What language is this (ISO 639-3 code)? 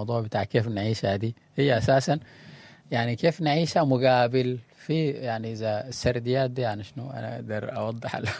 apd